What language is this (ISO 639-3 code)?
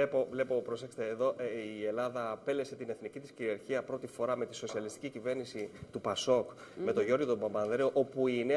ell